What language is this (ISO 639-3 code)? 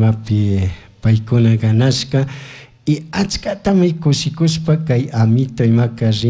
qug